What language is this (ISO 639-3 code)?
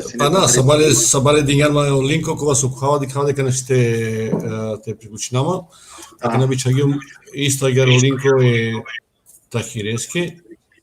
rmn